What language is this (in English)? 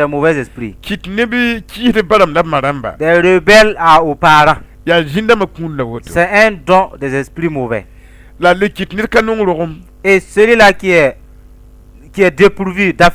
Mossi